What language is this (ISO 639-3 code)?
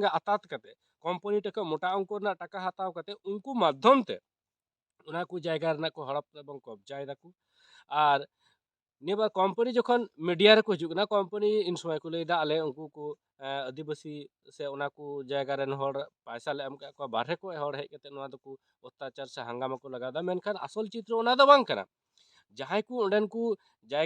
sat